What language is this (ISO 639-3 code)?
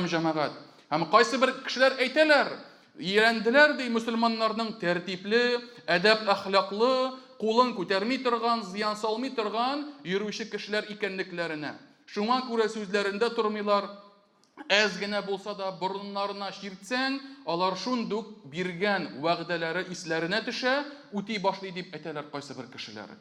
tat